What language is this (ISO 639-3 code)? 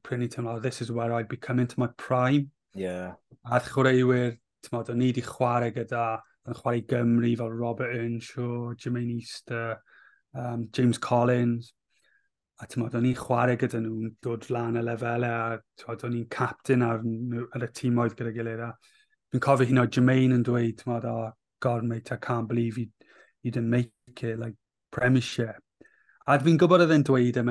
cym